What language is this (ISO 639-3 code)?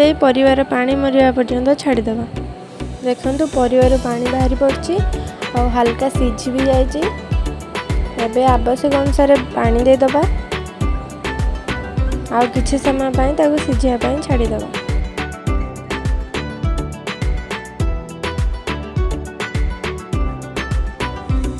ori